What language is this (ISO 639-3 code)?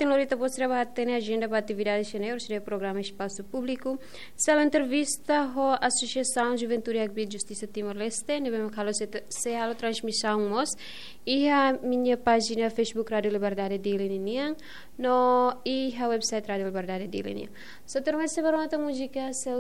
tet